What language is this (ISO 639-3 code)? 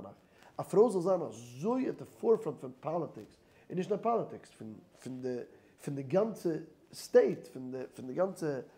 yid